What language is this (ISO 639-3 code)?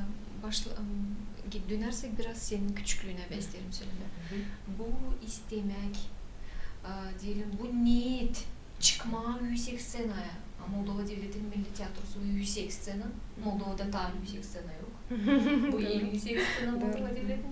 gag